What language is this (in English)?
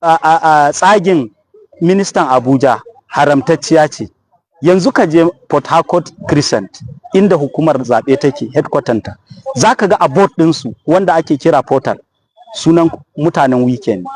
Hausa